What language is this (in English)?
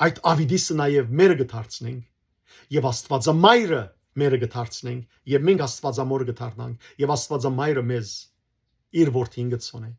Western Armenian